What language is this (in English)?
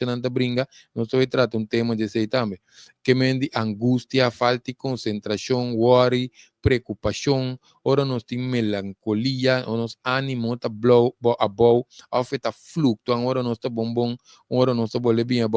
Papiamento